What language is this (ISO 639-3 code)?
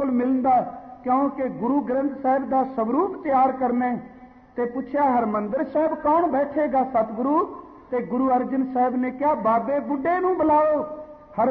pan